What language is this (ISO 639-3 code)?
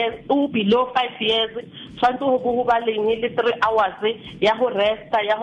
sot